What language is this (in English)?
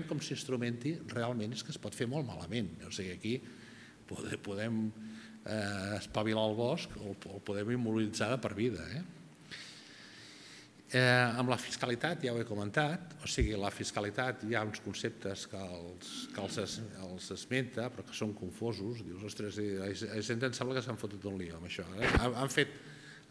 Catalan